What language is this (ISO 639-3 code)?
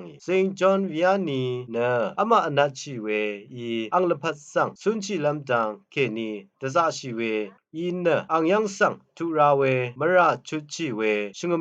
raw